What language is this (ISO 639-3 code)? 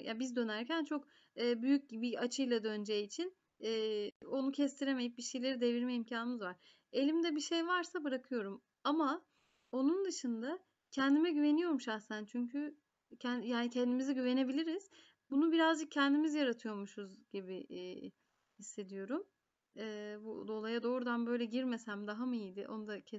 tur